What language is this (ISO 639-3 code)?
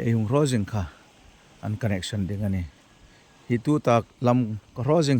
hmr